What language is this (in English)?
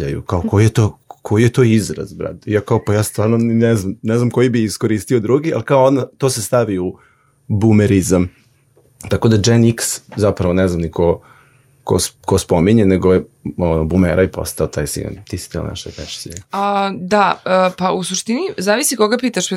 Serbian